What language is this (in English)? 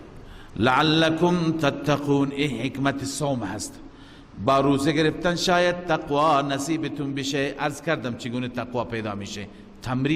Persian